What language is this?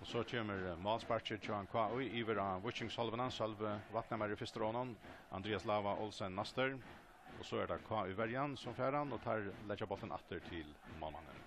Faroese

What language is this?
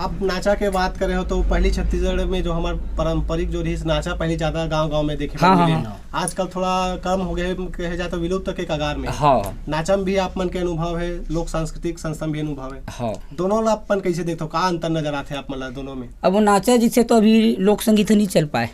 Chhattisgarhi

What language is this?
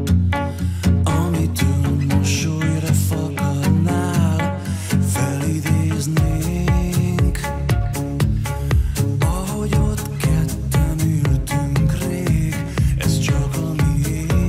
Hungarian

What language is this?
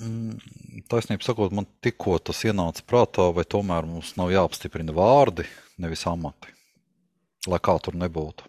Latvian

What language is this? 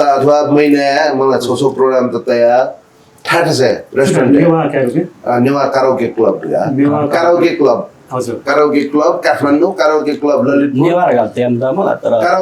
Newari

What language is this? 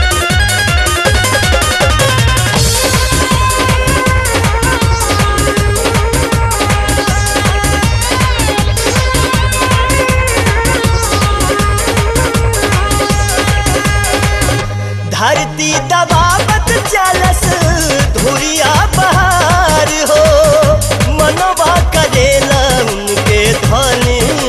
Bhojpuri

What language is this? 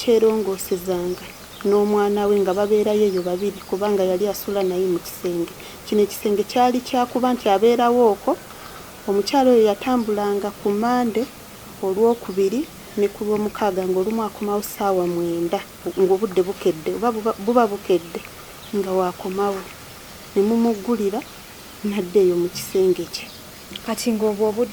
Ganda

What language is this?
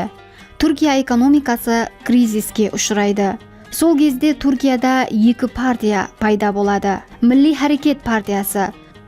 Kara-Kalpak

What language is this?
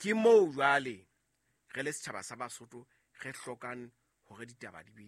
Southern Sotho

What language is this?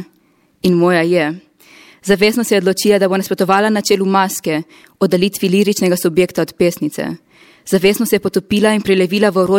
Slovenian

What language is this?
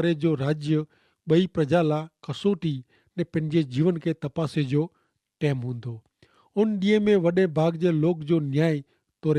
Kachhi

